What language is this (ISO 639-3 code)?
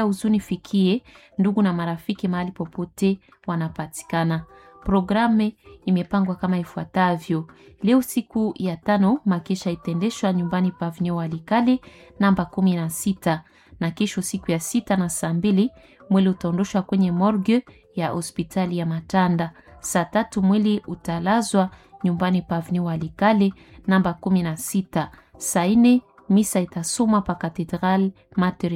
swa